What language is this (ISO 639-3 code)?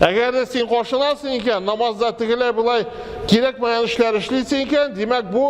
tat